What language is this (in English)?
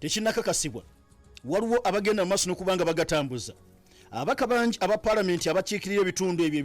Ganda